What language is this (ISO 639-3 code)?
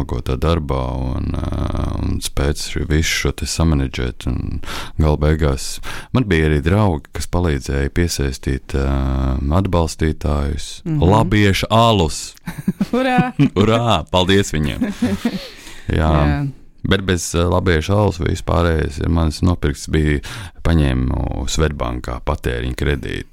lav